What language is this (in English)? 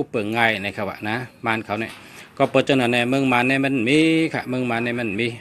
Shan